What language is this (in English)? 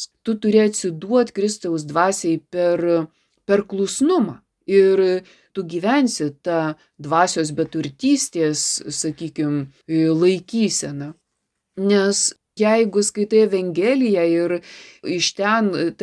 Lithuanian